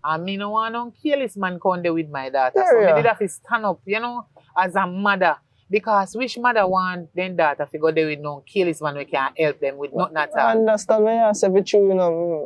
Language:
Jamaican Creole English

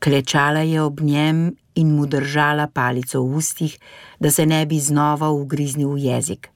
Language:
Slovenian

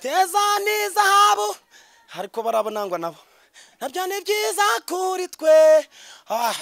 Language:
Kinyarwanda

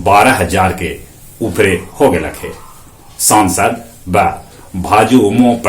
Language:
Magahi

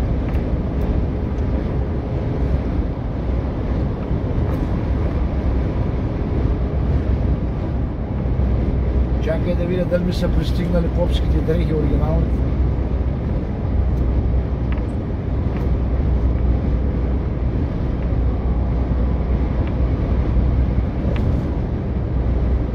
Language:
Bulgarian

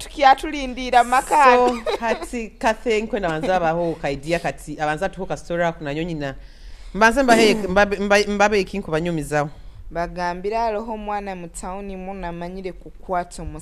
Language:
Nyoro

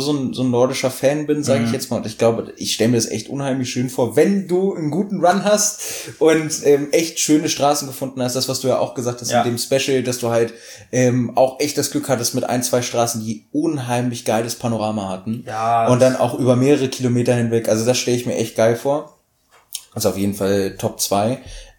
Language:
German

